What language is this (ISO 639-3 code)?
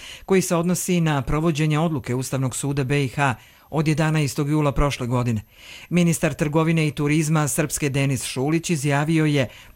hrv